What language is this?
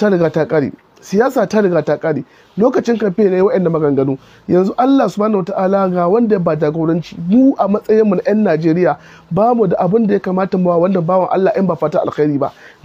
Hausa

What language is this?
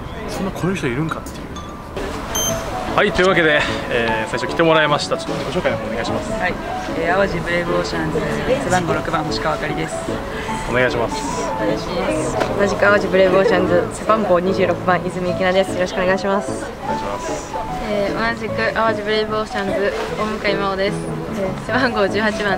Japanese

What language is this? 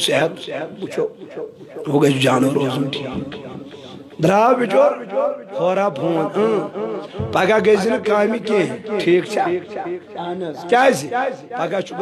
Kashmiri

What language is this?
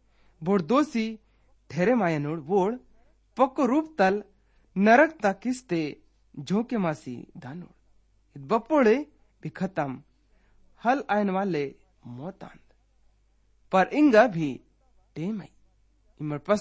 Gondi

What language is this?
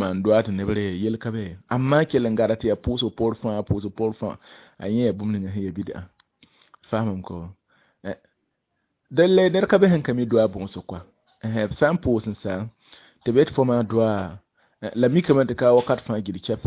Mossi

